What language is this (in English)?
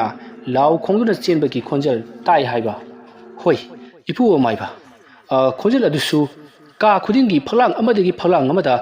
Manipuri